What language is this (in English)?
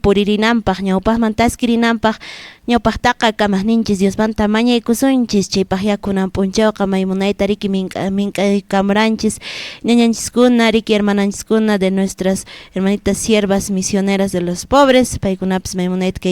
Quechua